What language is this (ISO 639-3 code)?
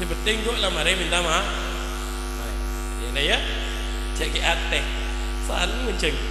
mad